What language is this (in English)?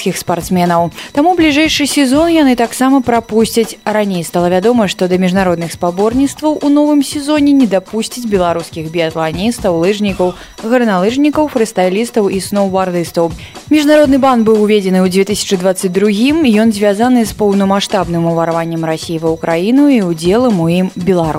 Belarusian